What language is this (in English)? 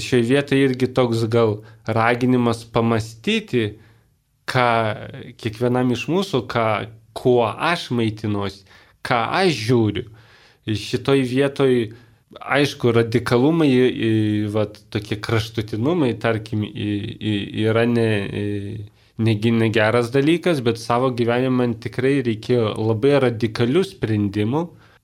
Lithuanian